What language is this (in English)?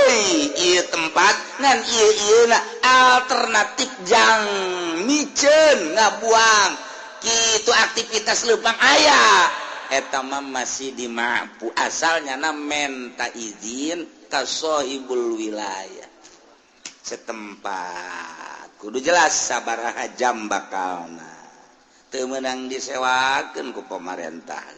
Sundanese